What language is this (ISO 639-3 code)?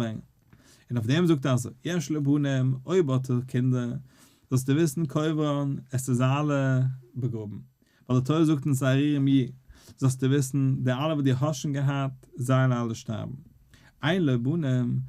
yid